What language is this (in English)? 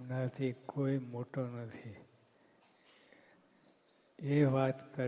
Gujarati